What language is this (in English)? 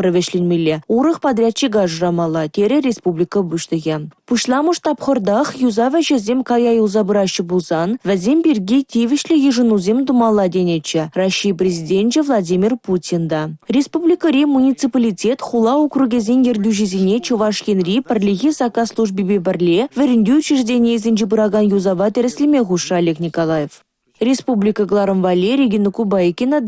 Chuvash